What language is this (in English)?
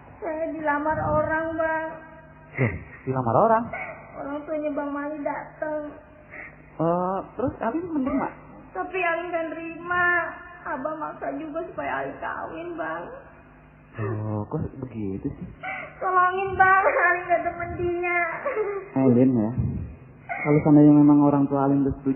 Betawi